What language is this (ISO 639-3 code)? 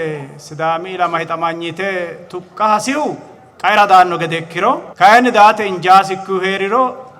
sid